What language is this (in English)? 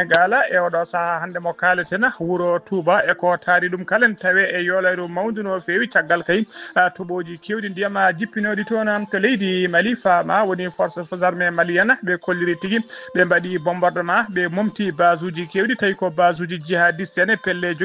Fula